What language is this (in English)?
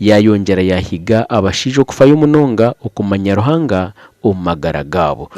Nyankole